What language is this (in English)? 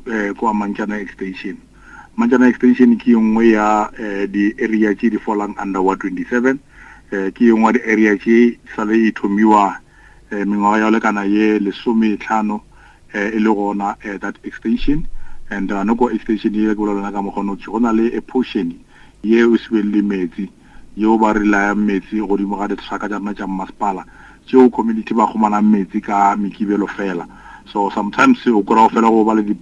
Northern Sotho